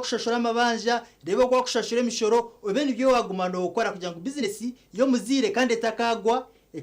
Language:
Nyankole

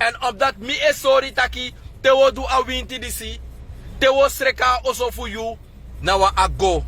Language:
Sranan Tongo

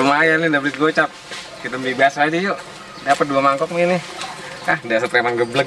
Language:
Betawi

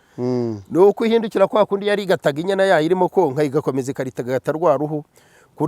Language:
Kinyarwanda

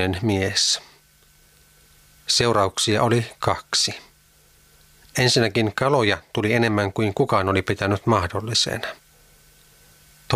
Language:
Finnish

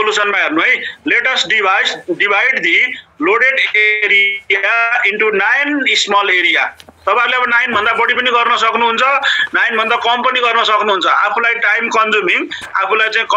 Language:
Nepali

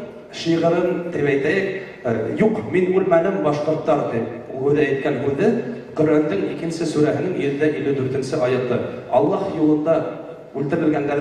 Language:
Bashkir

